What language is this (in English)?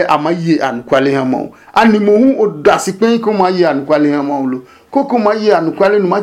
Adangme